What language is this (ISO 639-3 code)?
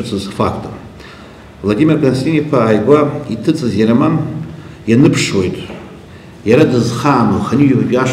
abk